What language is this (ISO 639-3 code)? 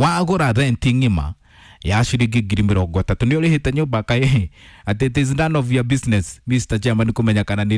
kik